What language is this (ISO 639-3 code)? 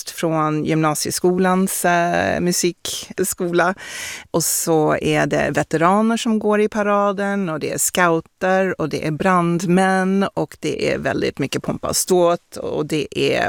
swe